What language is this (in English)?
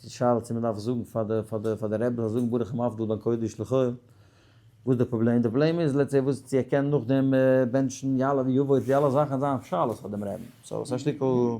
Yiddish